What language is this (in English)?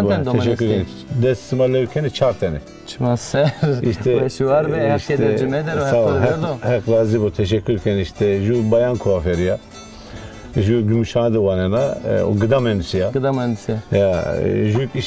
Zaza